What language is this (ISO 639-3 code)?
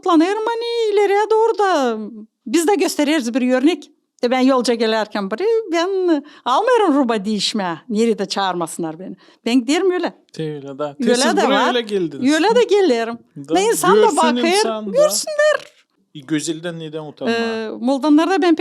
gag